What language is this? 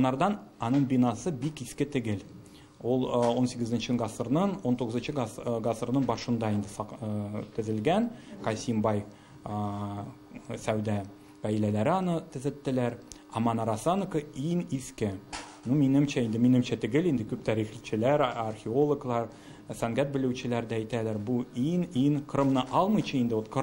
Tatar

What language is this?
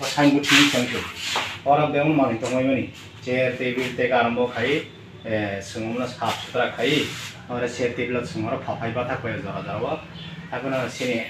Kok Borok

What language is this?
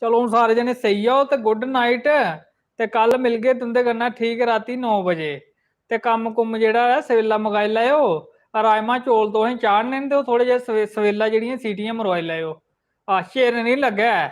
Dogri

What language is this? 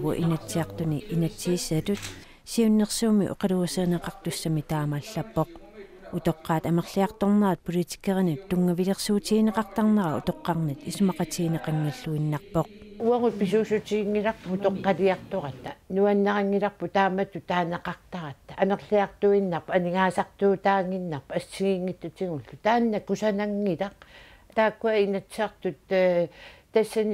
Kalaallisut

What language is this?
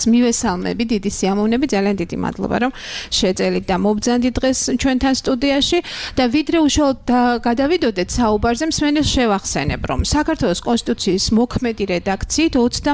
Georgian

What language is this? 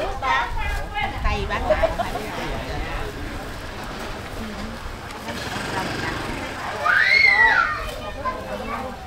Vietnamese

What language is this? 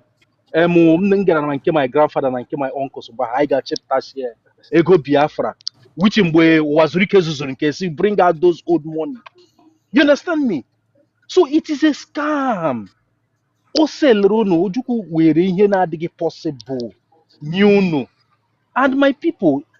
Igbo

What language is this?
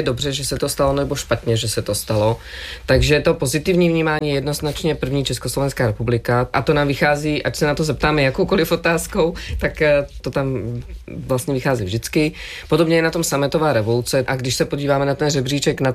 Czech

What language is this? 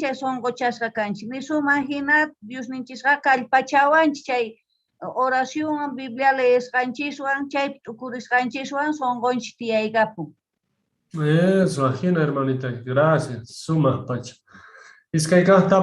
Quechua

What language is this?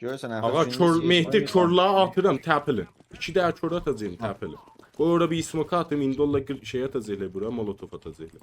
South Azerbaijani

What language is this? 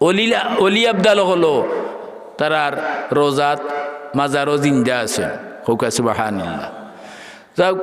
Sylheti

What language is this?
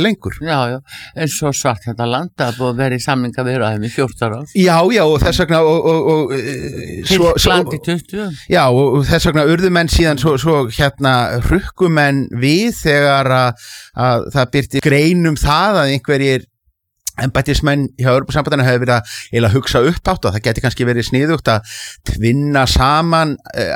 Icelandic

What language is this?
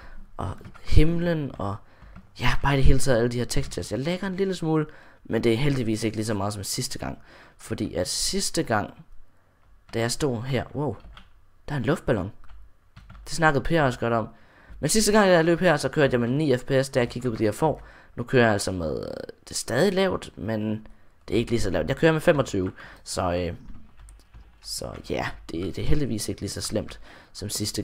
Danish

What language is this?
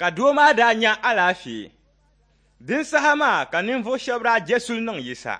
Dagbani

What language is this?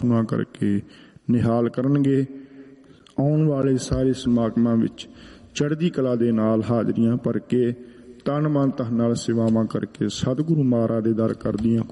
Punjabi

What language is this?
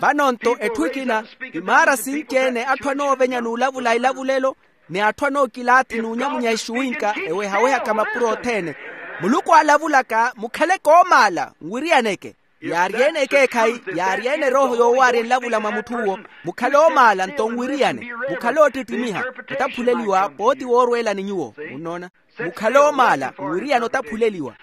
Makhuwa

